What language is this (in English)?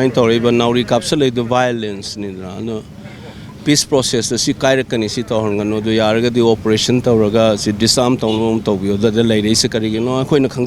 Manipuri